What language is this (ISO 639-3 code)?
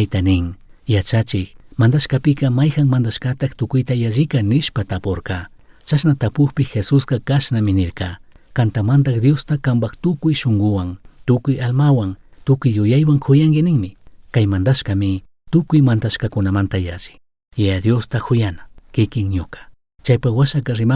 qug